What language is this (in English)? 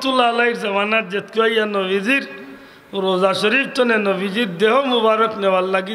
Sylheti